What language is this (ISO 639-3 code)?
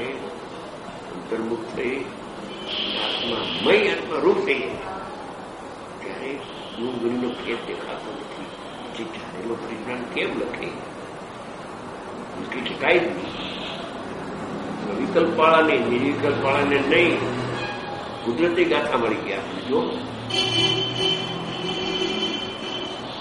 guj